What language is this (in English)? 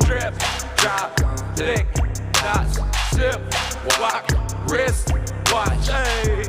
Faroese